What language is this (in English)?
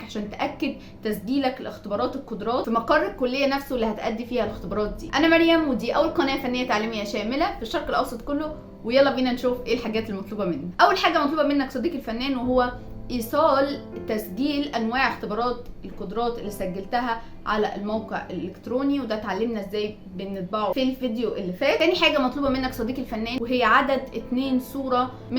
Egyptian Arabic